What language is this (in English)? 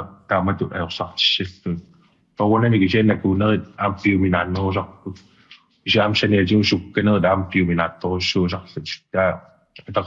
Kalaallisut